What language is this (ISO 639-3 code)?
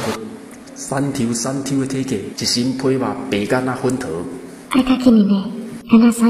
nan